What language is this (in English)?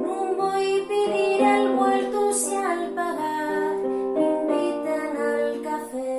Asturian